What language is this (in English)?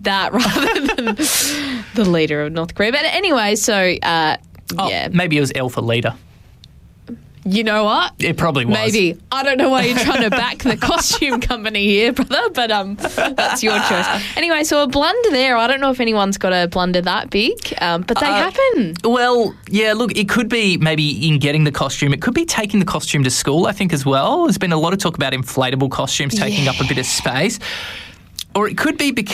English